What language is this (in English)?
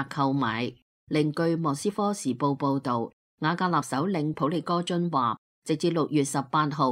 Cantonese